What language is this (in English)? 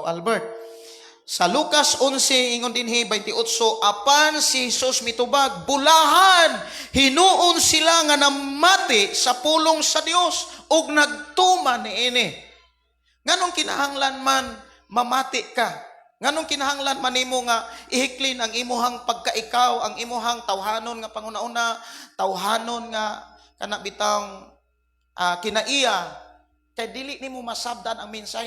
Cebuano